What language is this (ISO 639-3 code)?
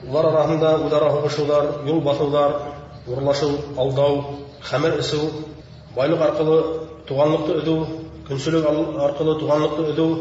bak